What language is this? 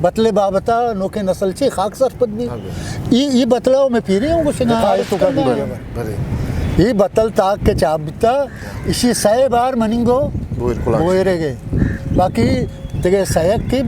Eastern Balochi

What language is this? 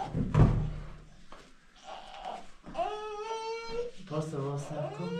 Persian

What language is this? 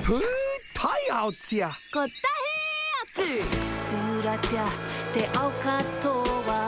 Māori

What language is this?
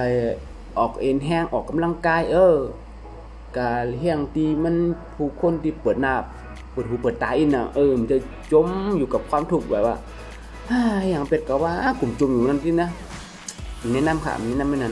Shan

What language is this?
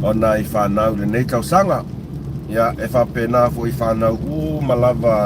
Samoan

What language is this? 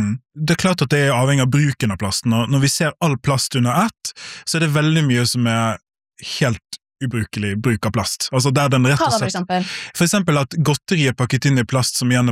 Norwegian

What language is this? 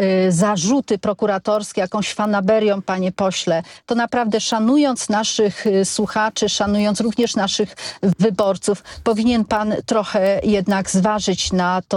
Polish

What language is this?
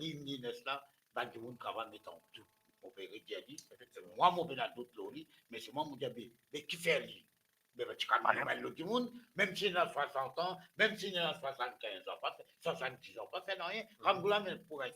Morisyen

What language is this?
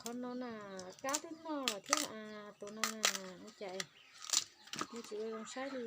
Hmong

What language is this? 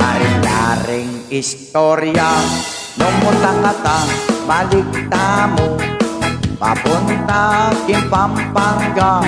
Pampanga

